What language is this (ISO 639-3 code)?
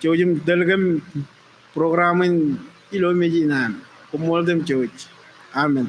mah